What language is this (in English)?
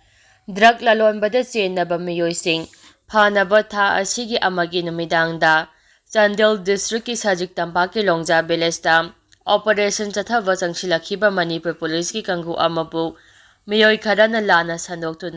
Manipuri